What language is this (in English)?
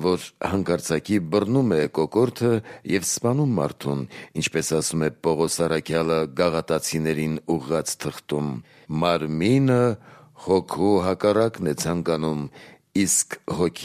Armenian